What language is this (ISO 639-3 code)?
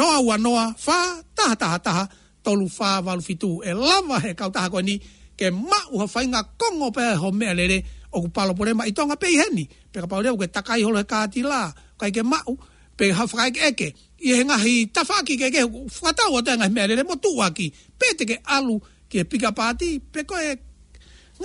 ton